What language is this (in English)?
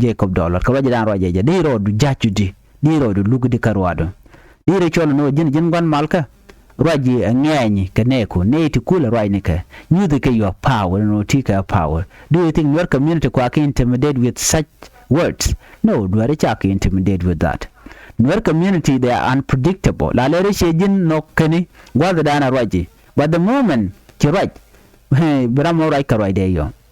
Nuer